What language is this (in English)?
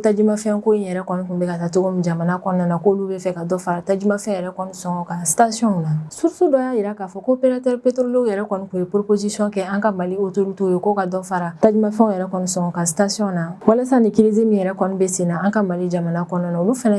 Bambara